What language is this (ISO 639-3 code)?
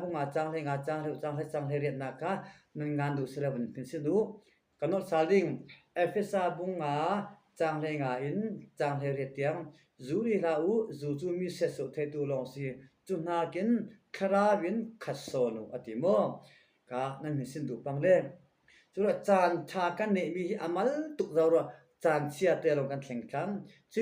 cfm